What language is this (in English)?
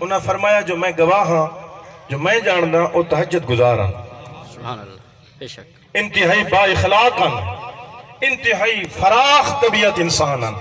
Saraiki